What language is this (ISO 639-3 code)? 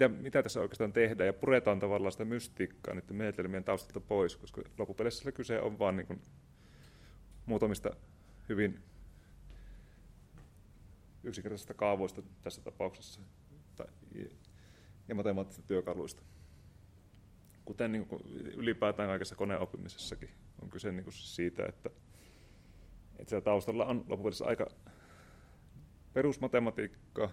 fin